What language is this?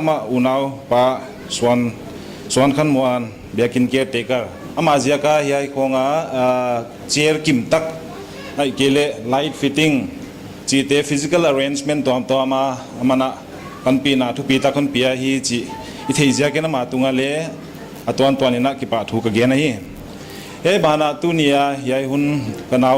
Paite Chin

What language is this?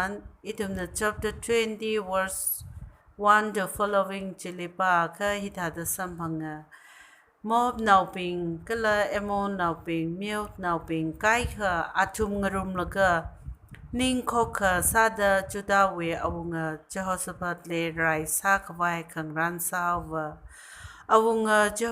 Tangkhul Naga (India)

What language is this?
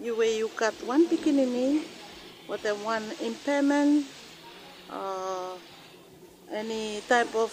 Bislama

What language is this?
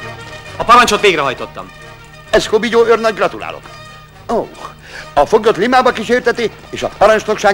Hungarian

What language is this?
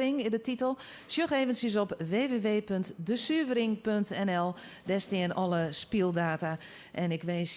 Western Frisian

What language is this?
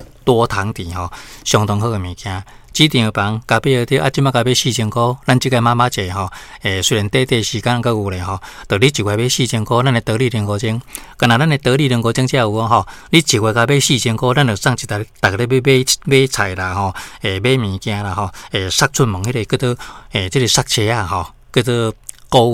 Min Nan Chinese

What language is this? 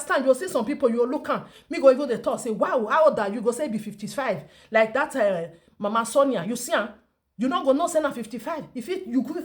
Nigerian Pidgin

